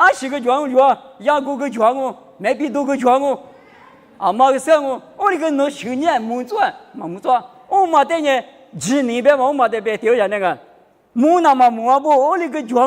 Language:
Lisu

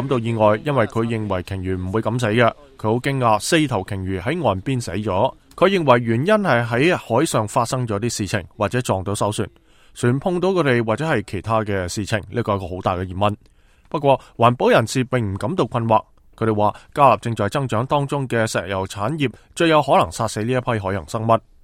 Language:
Cantonese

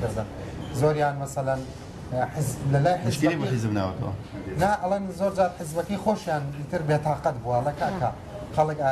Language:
Central Kurdish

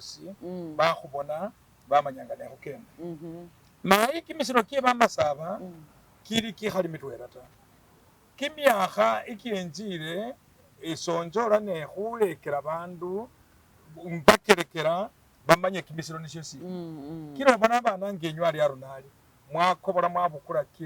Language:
Masaaba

